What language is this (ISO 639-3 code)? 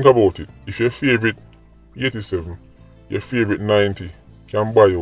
jam